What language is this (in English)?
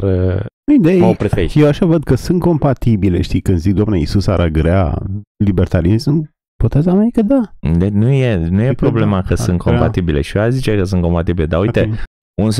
Romanian